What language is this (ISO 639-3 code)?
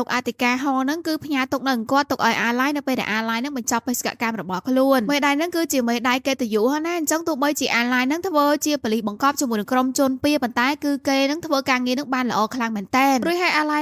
khm